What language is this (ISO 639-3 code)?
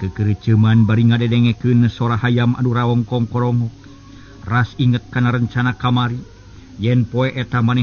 sun